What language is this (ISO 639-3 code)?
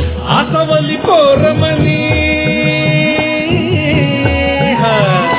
mar